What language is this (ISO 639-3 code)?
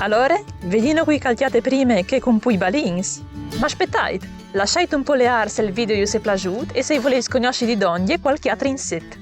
fur